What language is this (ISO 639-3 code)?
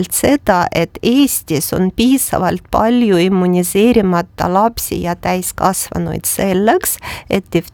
est